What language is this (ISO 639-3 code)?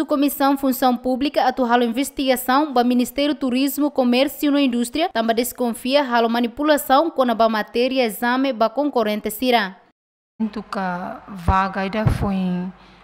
tet